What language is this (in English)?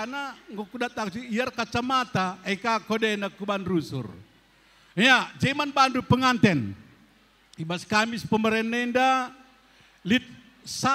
Batak Karo